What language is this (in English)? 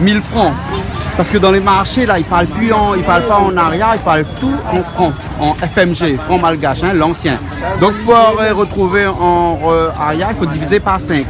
Réunion Creole French